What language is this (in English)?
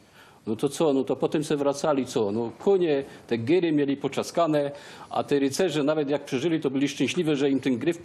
Silesian